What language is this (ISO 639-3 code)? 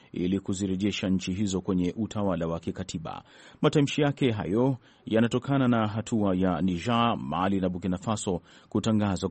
swa